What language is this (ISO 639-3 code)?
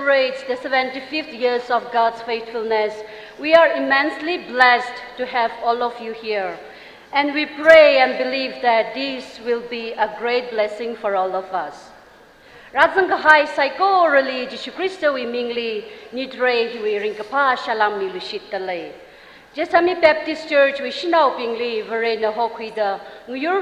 nmf